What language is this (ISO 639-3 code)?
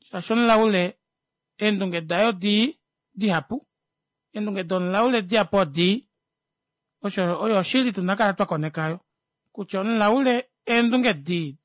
kua